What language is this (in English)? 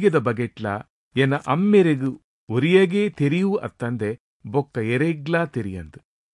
Tulu